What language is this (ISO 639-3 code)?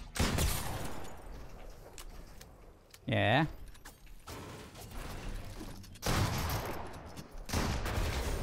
dan